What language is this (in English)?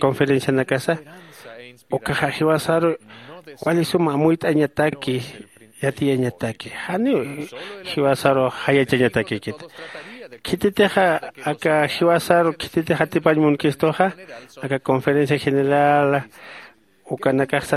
Aymara